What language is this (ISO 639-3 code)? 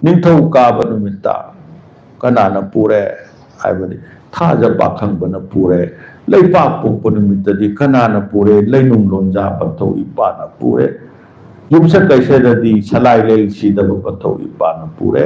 mni